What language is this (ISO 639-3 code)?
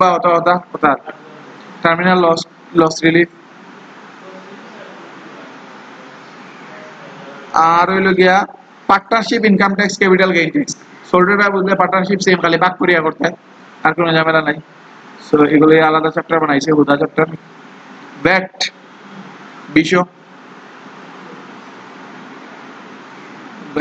syl